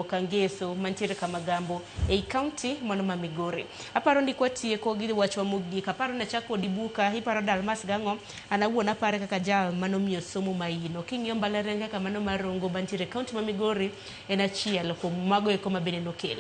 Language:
Luo (Kenya and Tanzania)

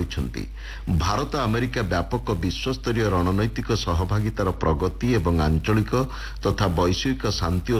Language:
Odia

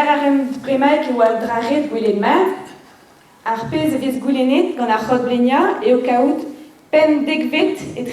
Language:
Breton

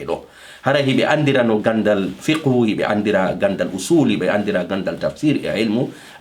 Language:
Fula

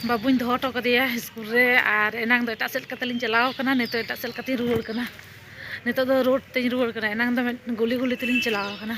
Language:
Santali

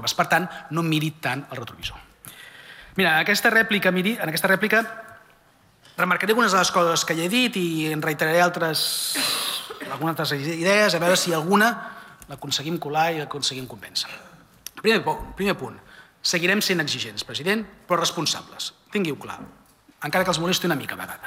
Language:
Catalan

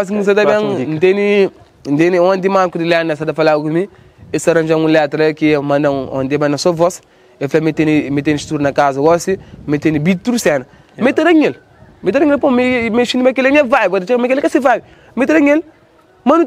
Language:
Kabuverdianu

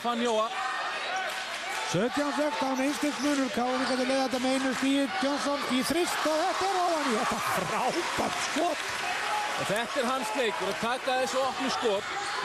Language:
Icelandic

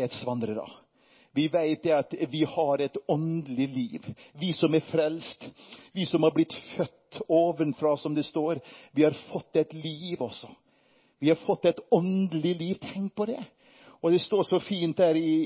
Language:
Norwegian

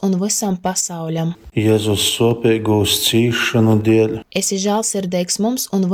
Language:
Latgalian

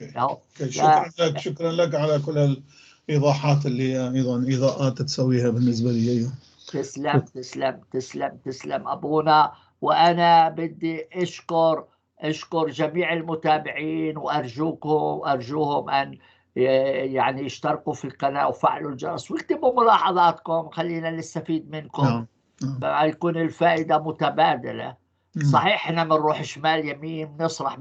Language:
North Levantine Arabic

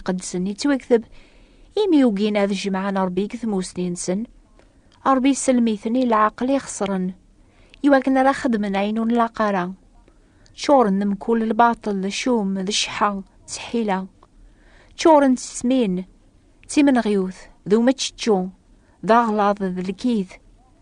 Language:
Kabyle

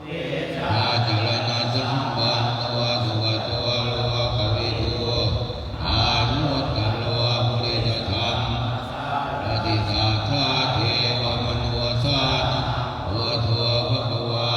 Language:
Pali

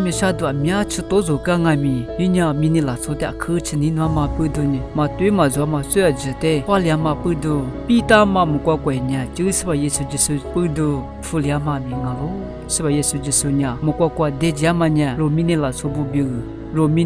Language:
Lisu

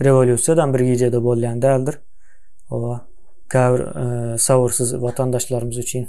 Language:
Turkmen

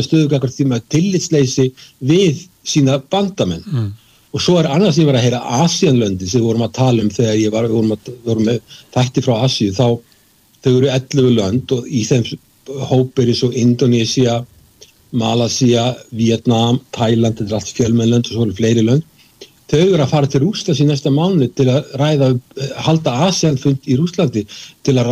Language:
Icelandic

